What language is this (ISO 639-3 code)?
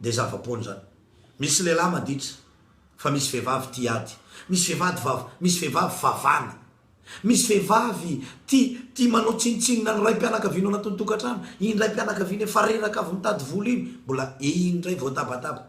mlg